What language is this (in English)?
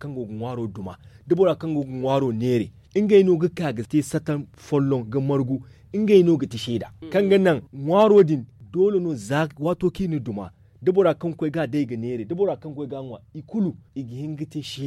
Zarma